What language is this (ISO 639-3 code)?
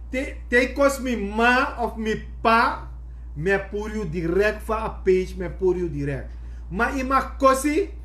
srn